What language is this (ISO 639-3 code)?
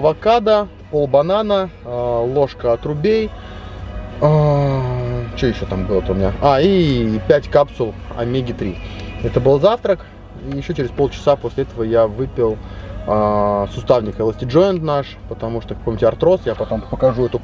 rus